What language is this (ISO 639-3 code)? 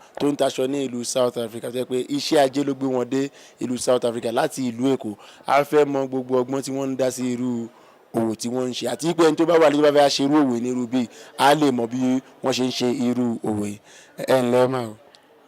yor